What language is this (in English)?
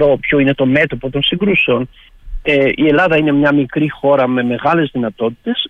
Greek